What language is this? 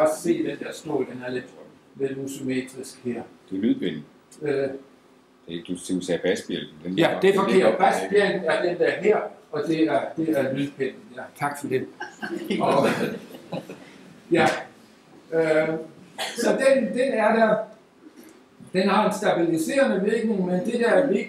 Danish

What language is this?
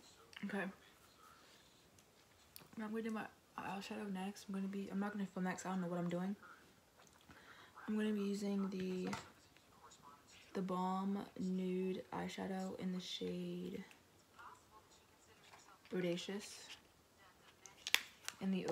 English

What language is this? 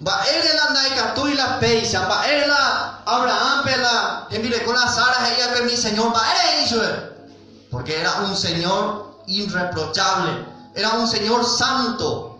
Guarani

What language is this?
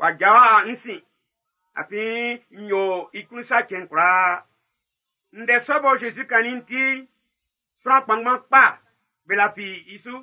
Baoulé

